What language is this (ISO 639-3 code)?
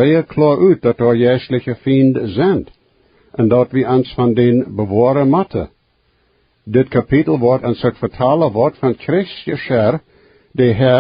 pdt